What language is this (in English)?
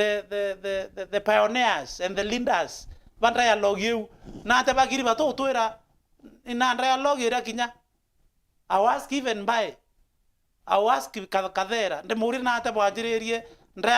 Meru